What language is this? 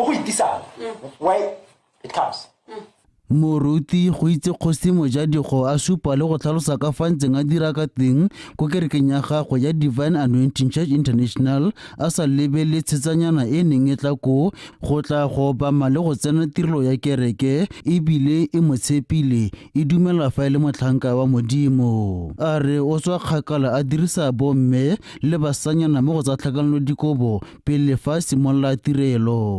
Tswana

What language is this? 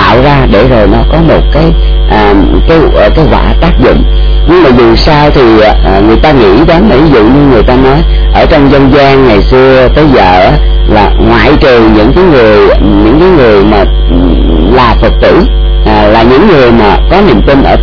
Vietnamese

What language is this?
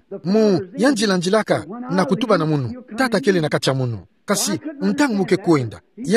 Kituba (Democratic Republic of Congo)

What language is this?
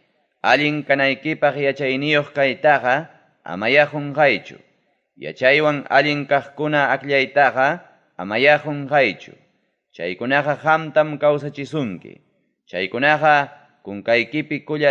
Ayacucho Quechua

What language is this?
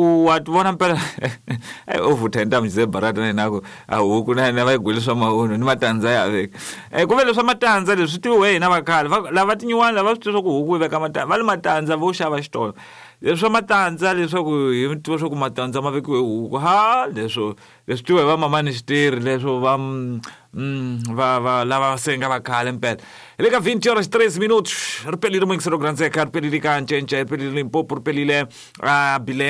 Tsonga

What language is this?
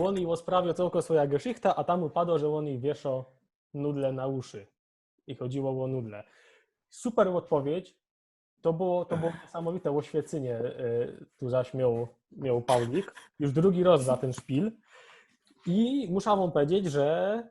Silesian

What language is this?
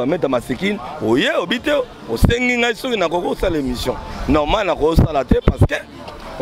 Lingala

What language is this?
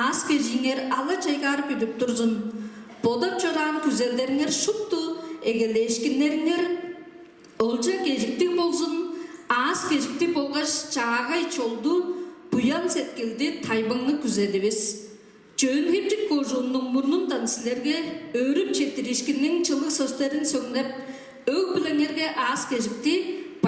Tuvinian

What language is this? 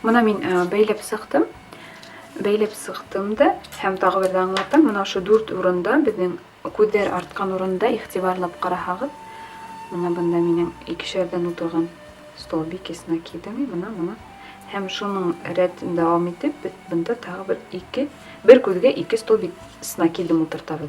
Bashkir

